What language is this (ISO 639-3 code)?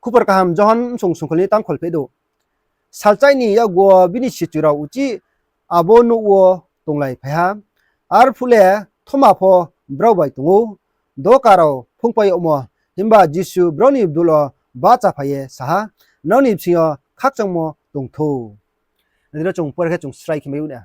ria